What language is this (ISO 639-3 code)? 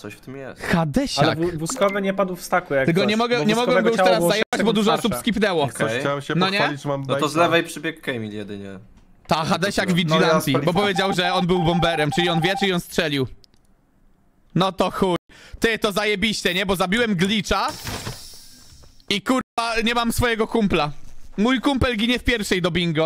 pol